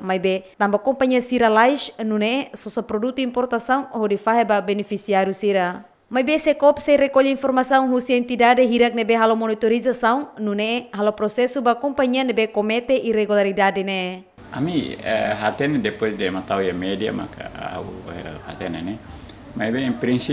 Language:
Tetum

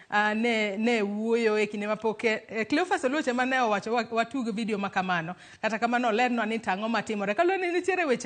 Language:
Luo (Kenya and Tanzania)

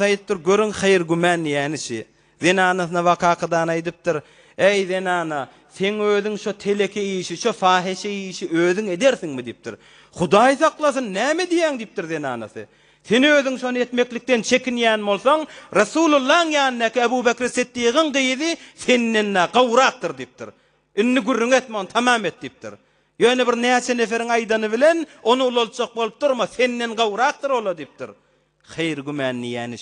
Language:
Turkmen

